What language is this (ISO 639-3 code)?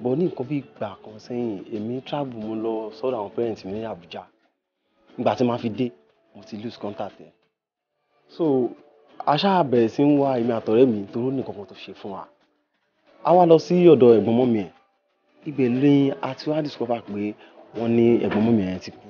yor